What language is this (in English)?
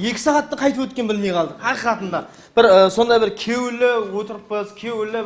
Kara-Kalpak